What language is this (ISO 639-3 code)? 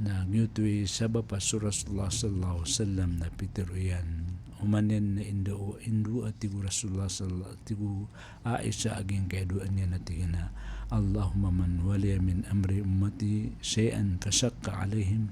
mrw